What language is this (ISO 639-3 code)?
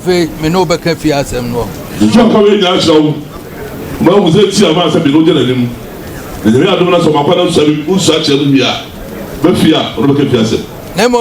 aka